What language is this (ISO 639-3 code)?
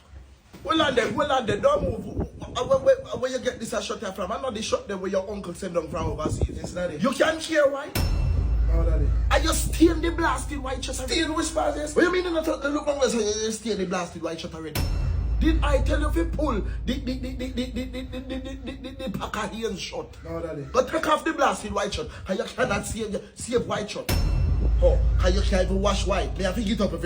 jam